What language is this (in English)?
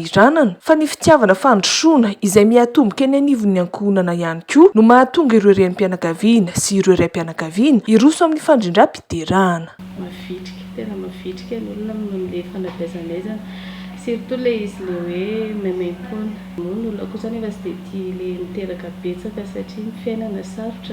Malagasy